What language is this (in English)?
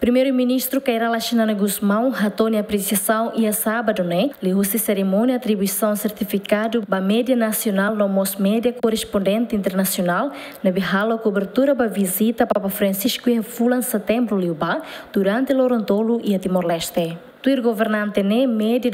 Tetum